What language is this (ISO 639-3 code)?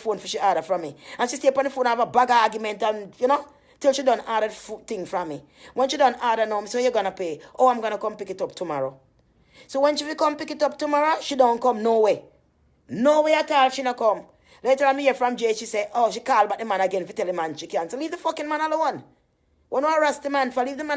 jam